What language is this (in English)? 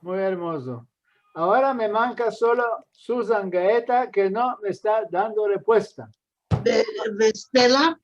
Ladino